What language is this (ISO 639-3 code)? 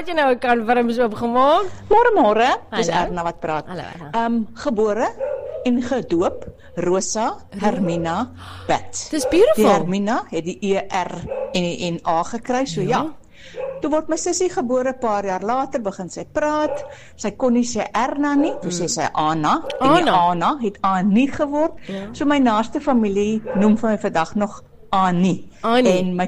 afr